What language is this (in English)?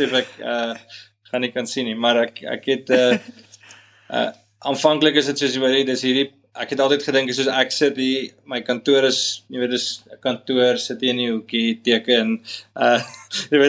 Afrikaans